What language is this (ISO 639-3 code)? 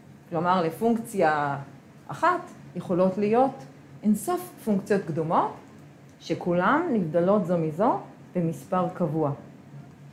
heb